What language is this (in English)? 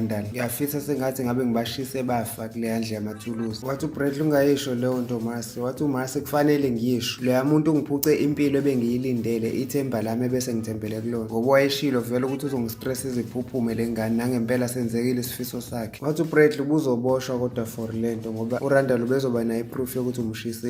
Zulu